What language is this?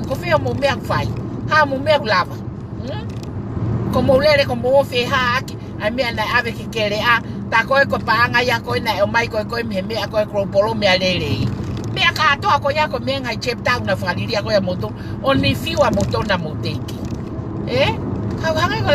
Tongan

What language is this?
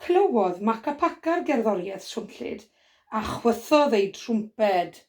Welsh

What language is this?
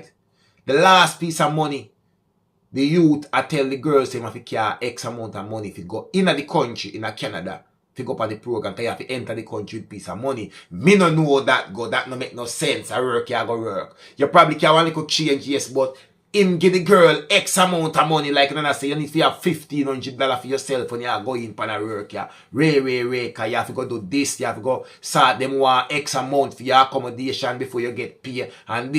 Jamaican Creole English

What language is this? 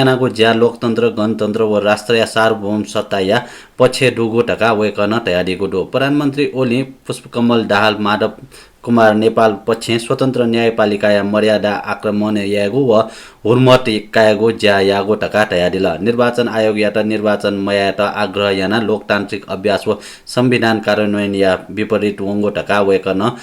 Newari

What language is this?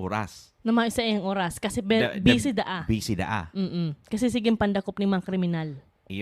Bikol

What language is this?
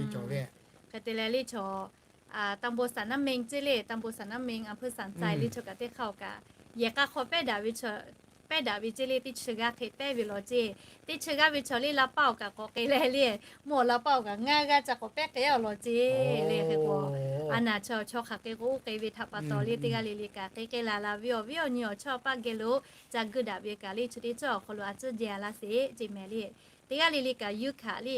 Lahu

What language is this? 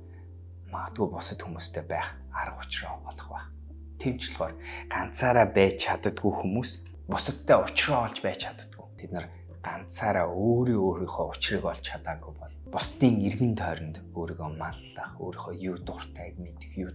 Mongolian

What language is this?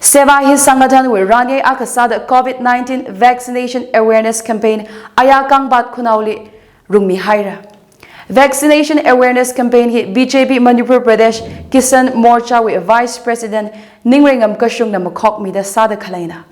Tangkhul Naga (India)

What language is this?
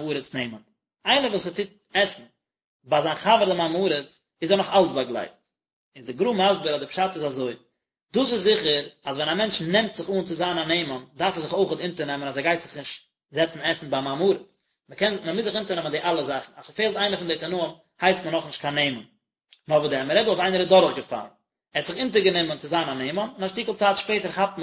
Yiddish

